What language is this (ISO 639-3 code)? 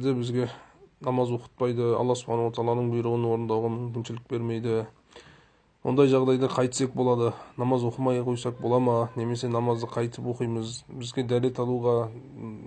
kaz